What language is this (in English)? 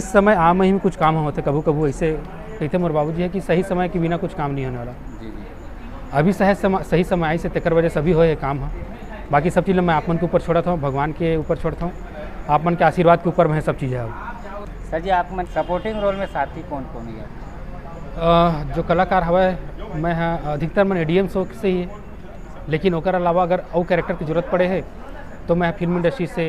Chhattisgarhi